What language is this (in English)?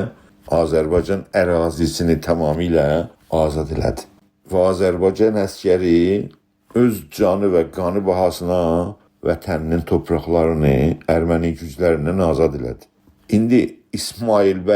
South Azerbaijani